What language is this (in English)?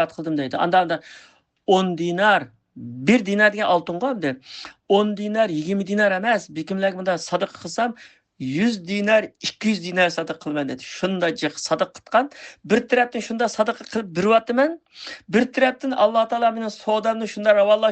Uyghur